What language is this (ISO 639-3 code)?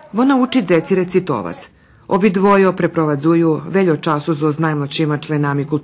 rue